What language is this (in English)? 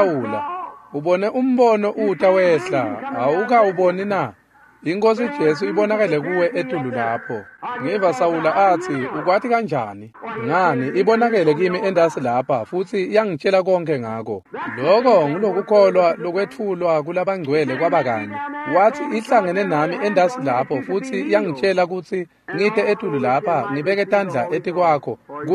Swati